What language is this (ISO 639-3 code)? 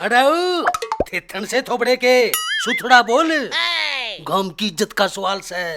bgc